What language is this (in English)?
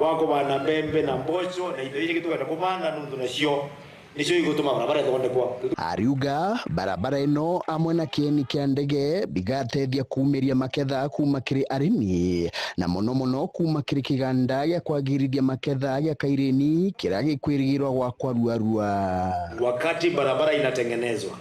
Meru